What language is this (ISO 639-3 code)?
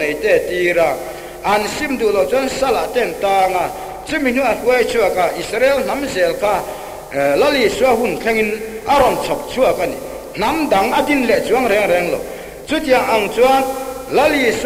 lus